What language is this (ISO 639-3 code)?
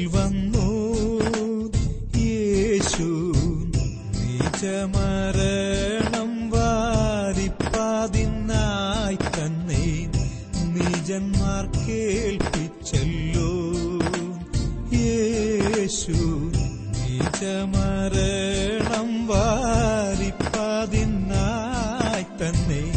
mal